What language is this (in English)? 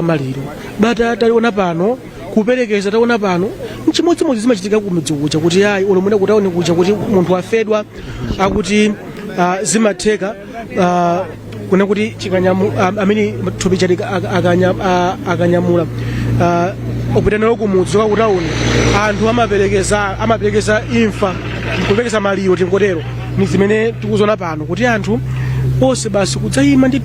Nyanja